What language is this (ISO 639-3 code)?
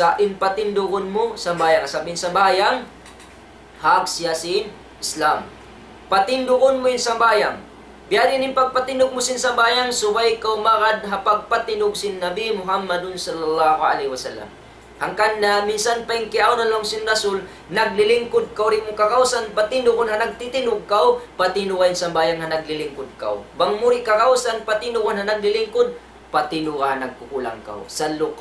tsg